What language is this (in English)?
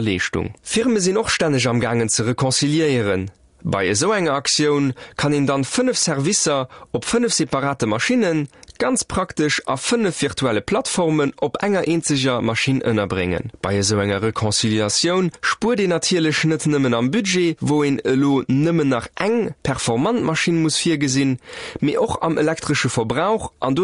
Luxembourgish